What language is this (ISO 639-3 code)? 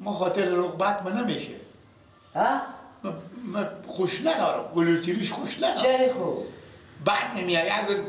fas